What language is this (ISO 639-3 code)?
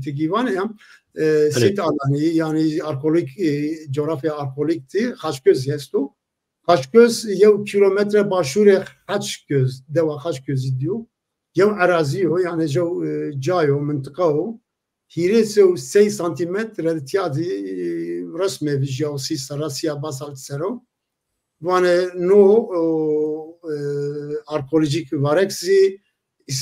zza